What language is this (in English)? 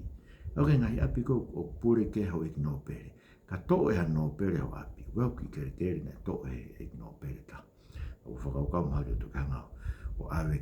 Tongan